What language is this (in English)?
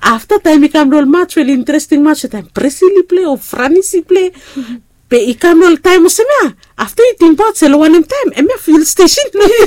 Bislama